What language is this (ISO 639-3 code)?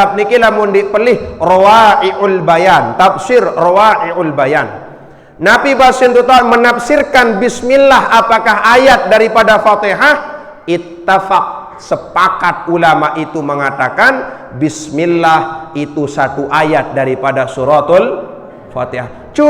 sas